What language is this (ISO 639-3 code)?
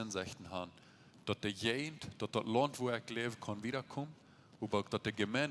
pdt